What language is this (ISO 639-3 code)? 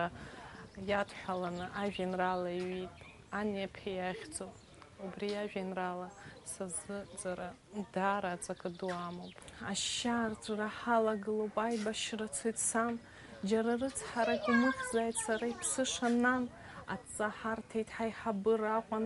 abk